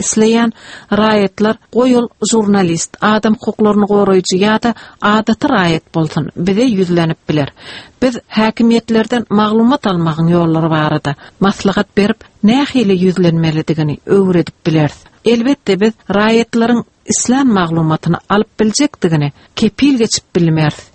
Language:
Turkmen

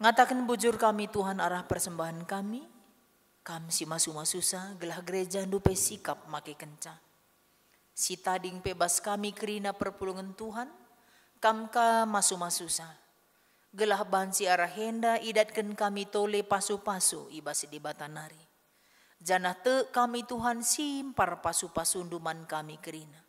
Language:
Batak Karo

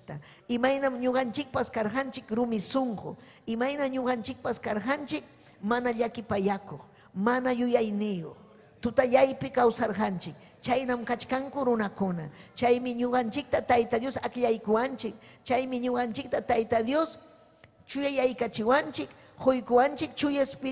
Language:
Ayacucho Quechua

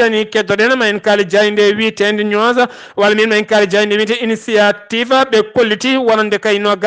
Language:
Fula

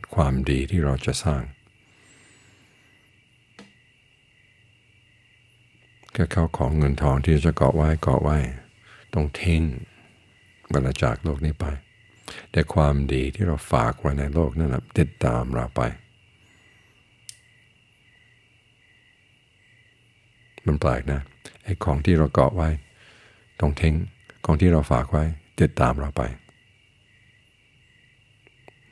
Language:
Thai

